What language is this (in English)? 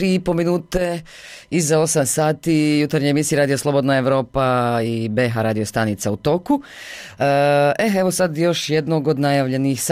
Bosnian